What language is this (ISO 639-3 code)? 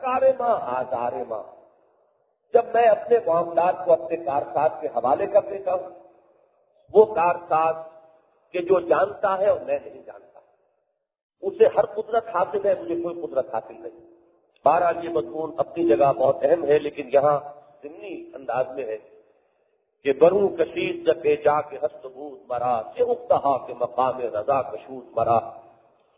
urd